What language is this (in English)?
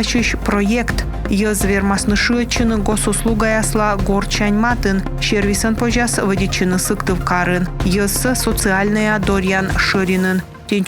Komi